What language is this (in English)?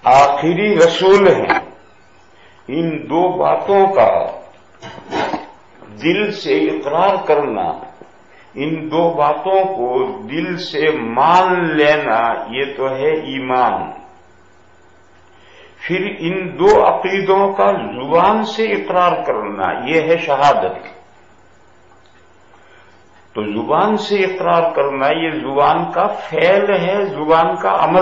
Urdu